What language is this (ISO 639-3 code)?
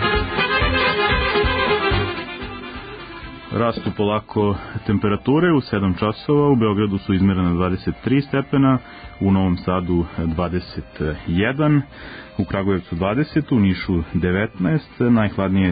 srp